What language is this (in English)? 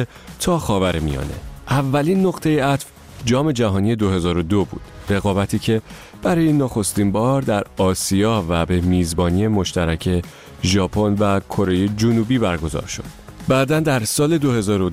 Persian